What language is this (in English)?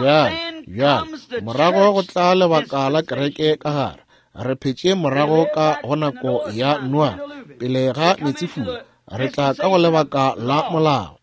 Northern Sotho